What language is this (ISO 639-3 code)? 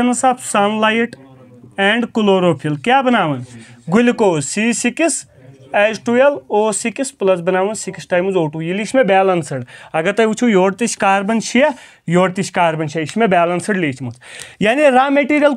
kas